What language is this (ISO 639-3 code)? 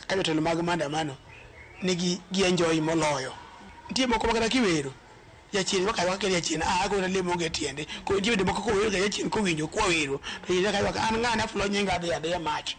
luo